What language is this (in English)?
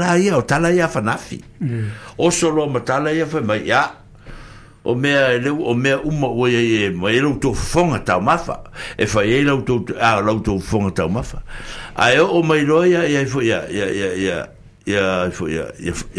Samoan